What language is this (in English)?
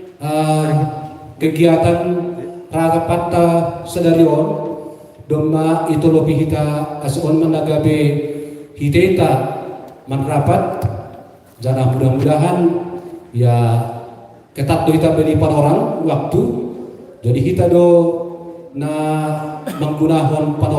Batak Simalungun